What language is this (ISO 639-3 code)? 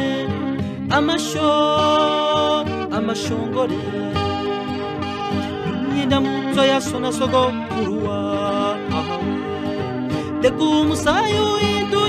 kin